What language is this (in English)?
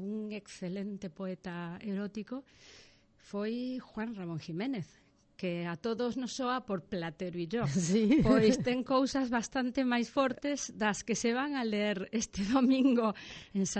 Galician